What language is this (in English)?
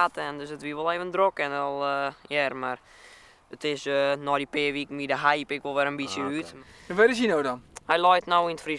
Western Frisian